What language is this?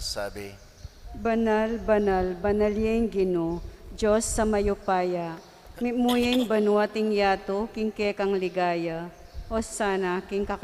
Pampanga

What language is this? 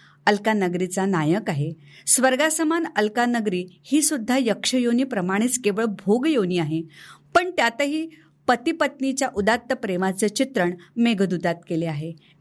Marathi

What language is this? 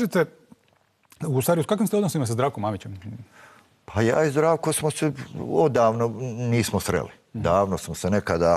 Bosnian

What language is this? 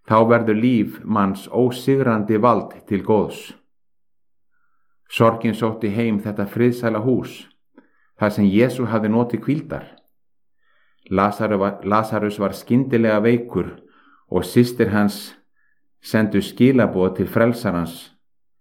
Icelandic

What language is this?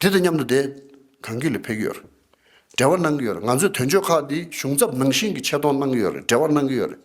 Tibetan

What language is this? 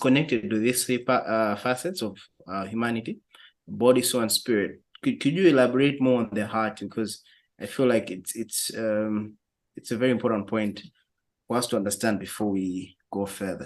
English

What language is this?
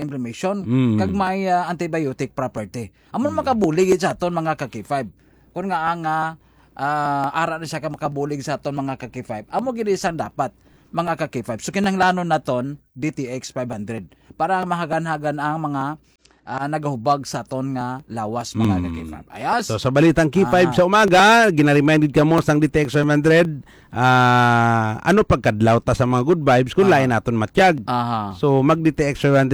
Hiligaynon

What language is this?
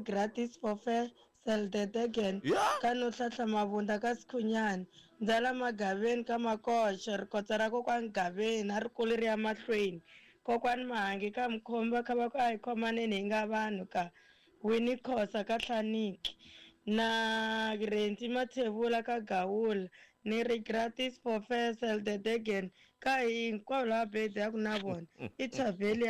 Tsonga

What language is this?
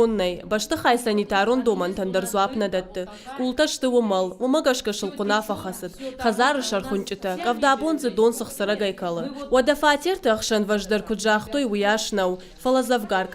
Ossetic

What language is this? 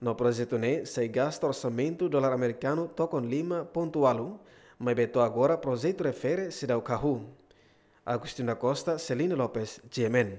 Tetum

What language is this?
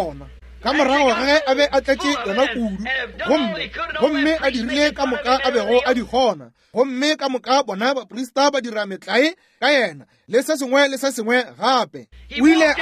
Northern Sotho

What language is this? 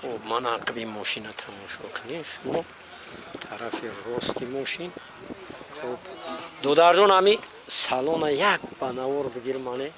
Tajik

